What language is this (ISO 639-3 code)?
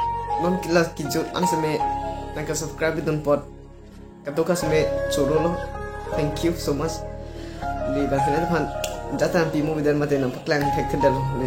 mjw